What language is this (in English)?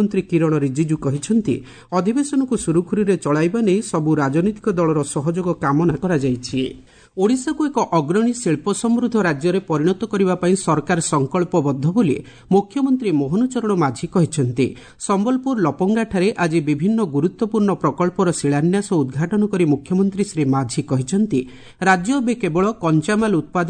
Odia